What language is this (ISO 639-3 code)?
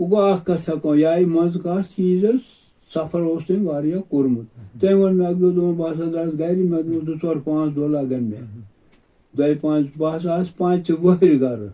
kas